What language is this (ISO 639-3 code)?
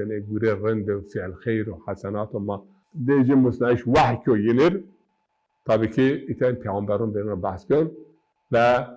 zza